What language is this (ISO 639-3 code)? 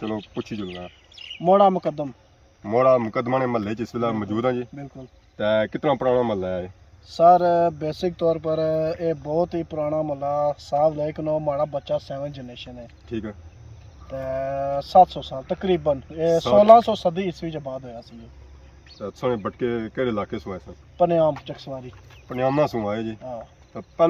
phr